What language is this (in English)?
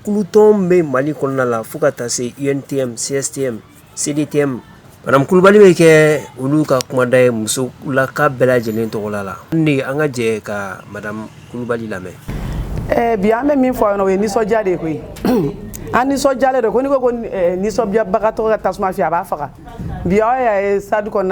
Bambara